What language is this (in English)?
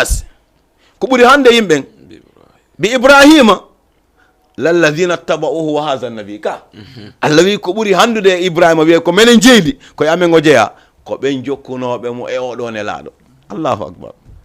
Fula